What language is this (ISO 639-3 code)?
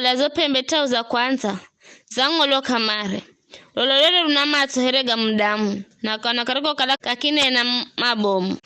nyf